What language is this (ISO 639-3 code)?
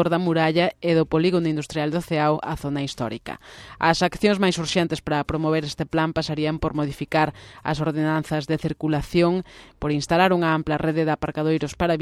glg